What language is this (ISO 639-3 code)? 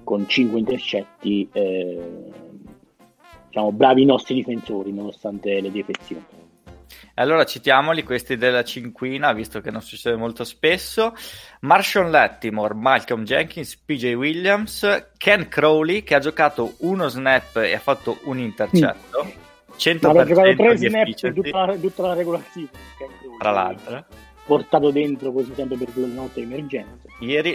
ita